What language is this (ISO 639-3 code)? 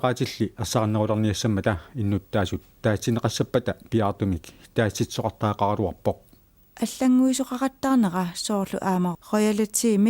kal